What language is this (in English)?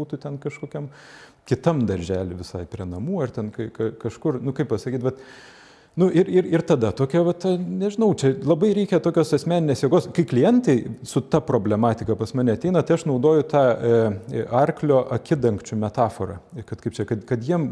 Lithuanian